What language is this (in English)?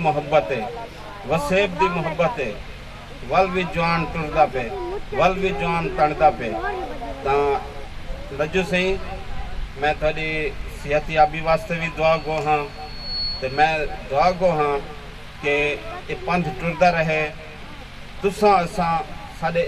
Saraiki